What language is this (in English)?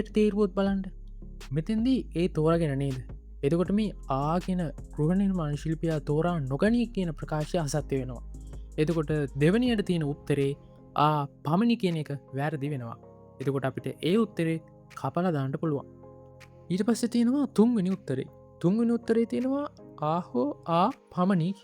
Sinhala